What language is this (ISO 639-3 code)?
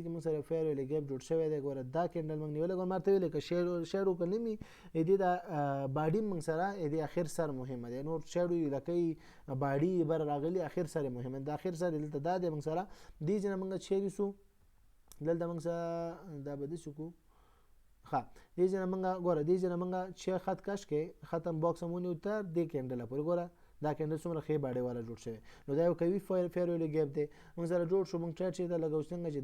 pus